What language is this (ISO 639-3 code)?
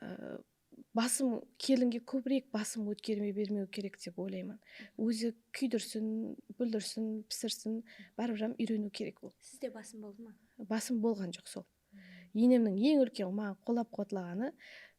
kaa